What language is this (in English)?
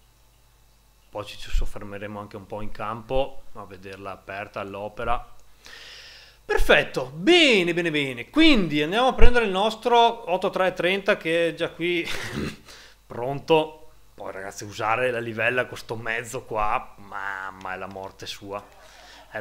Italian